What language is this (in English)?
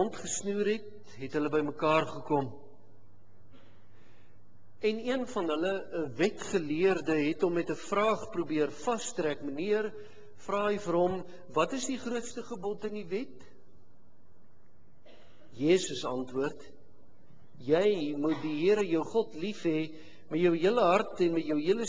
Afrikaans